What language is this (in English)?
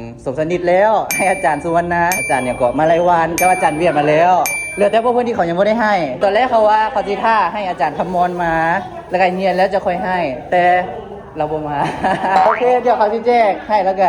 Lao